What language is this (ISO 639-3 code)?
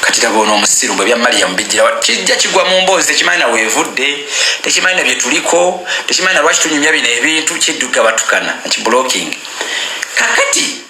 lug